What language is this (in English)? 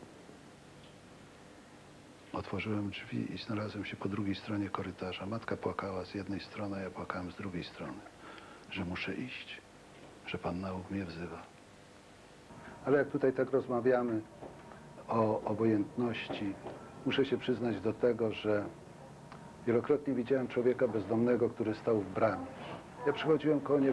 Polish